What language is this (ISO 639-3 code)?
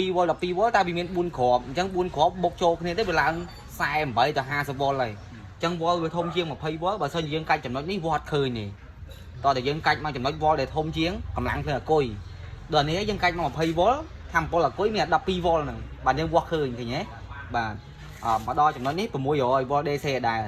khm